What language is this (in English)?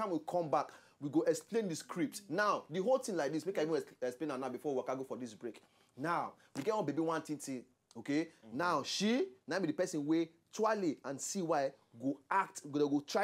Nigerian Pidgin